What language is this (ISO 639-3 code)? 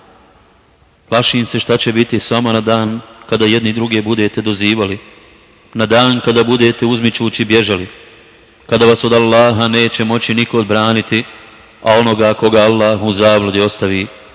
bos